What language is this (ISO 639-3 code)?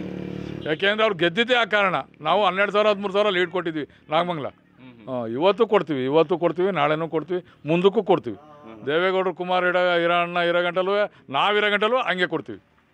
kan